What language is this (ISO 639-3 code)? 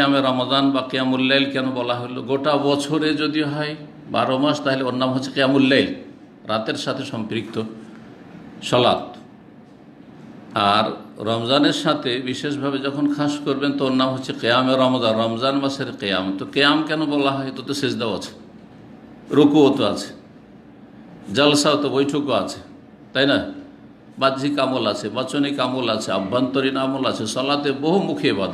ben